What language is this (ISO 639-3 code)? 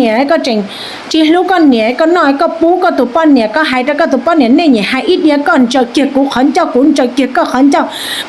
hmn